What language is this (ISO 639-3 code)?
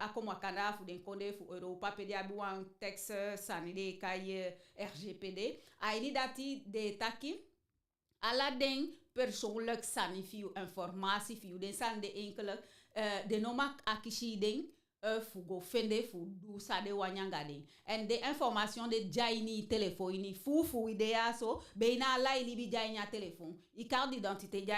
djk